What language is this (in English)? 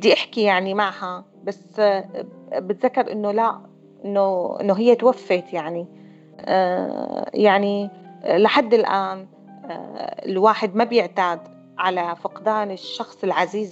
North Levantine Arabic